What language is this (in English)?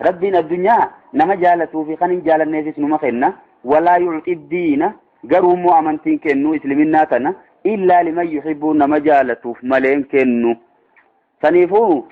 Oromo